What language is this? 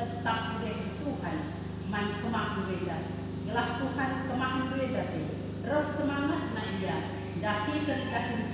Batak Karo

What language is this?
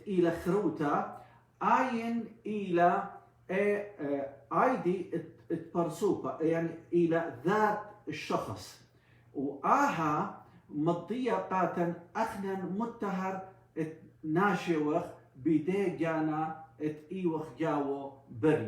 Assyrian Neo-Aramaic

